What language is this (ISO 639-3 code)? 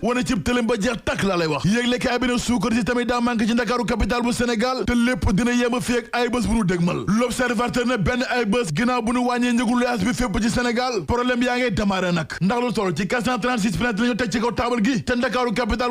wol